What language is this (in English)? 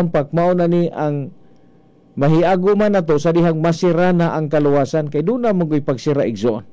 Cebuano